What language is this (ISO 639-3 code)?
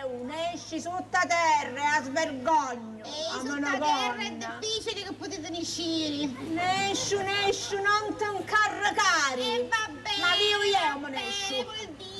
scn